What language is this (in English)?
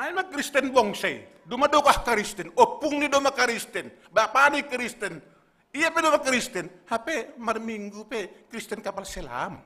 Batak Simalungun